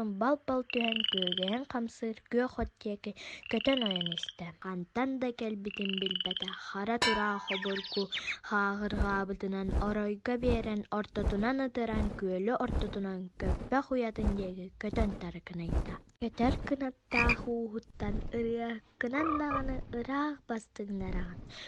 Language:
Yakut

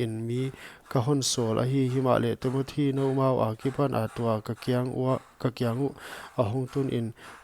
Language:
Paite Chin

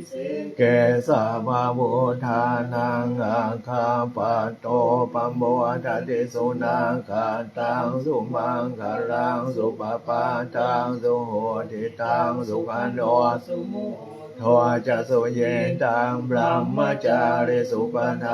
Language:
Pali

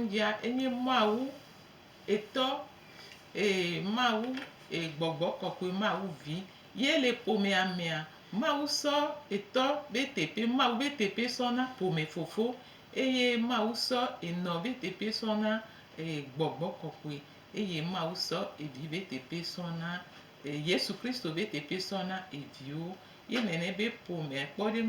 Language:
Gen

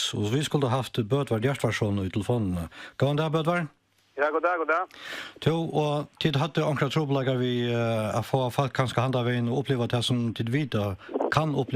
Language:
Faroese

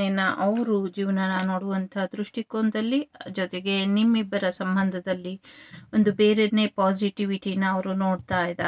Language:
Kannada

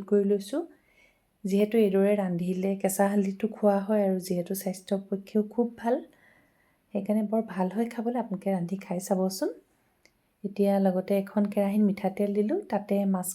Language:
Assamese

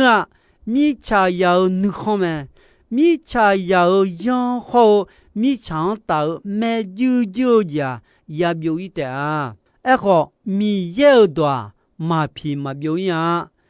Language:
Akha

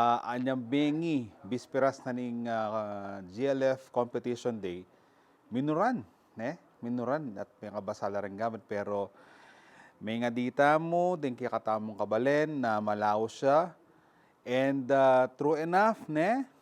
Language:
Pampanga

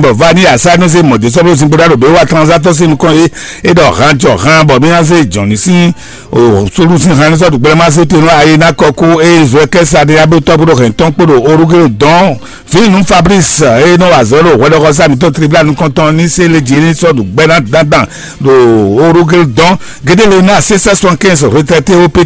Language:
Fon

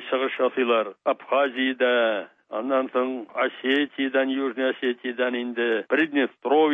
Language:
Tatar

